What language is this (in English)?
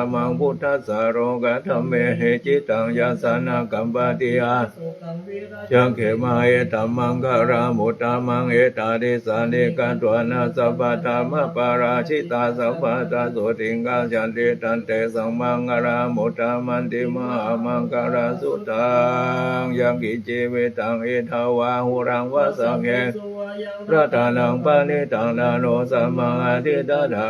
Pali